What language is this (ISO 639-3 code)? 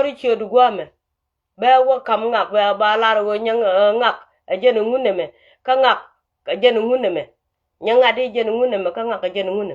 nus